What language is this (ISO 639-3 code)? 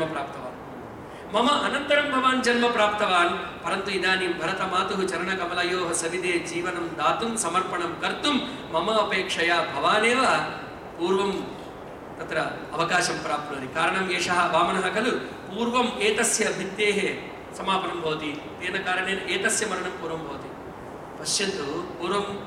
san